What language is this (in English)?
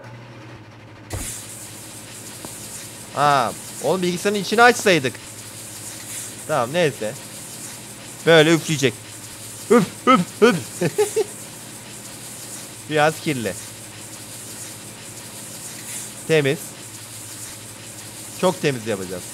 Turkish